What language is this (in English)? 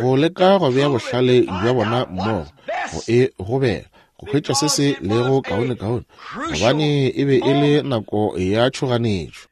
Northern Sotho